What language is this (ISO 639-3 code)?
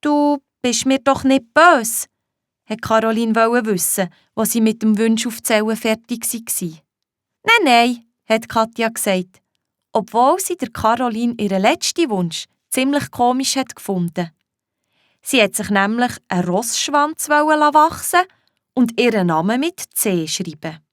gsw